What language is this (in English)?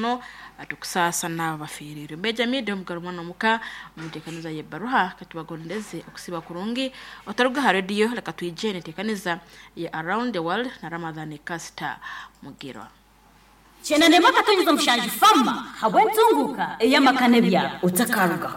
Nyoro